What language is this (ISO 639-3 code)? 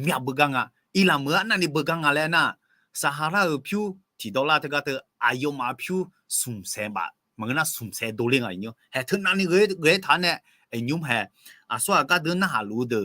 ahk